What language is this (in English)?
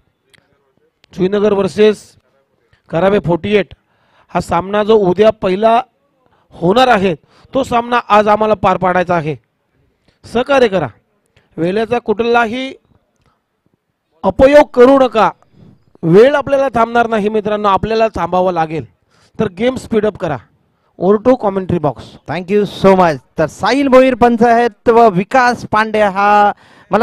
Marathi